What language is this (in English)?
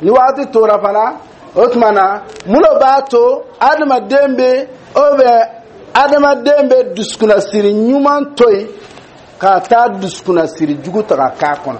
Dyula